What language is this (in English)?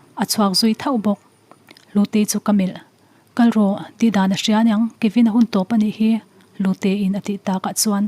Mizo